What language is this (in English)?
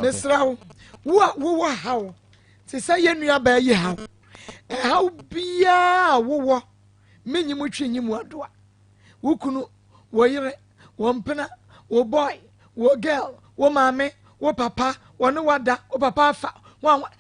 Akan